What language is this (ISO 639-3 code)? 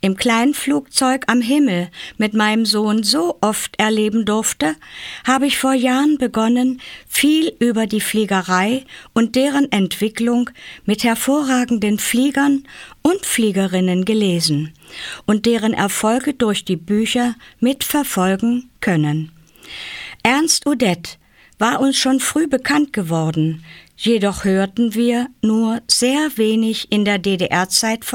deu